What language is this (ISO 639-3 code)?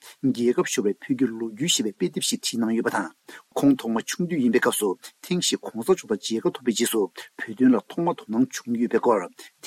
bod